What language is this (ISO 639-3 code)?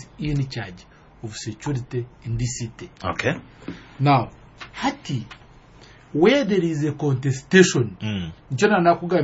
nyo